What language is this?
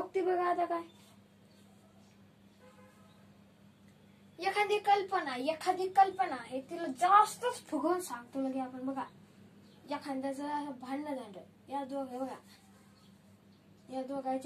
Marathi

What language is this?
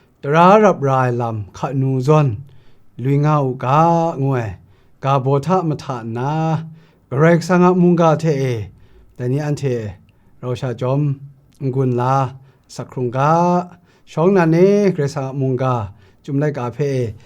Kachin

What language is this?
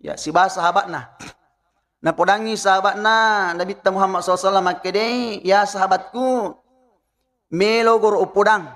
Buginese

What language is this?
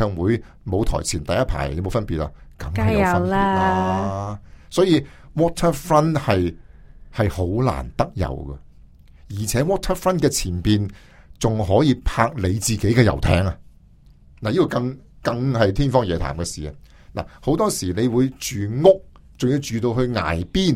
Cantonese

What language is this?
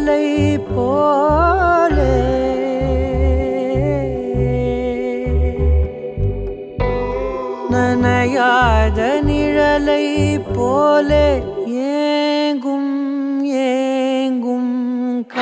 Tamil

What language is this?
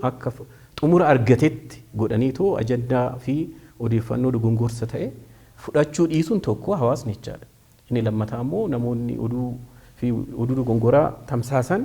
Oromo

